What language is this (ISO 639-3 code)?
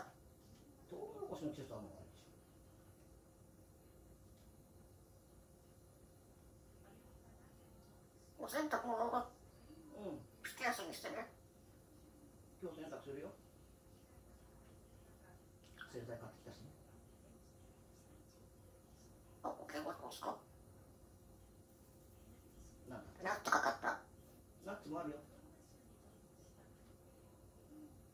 jpn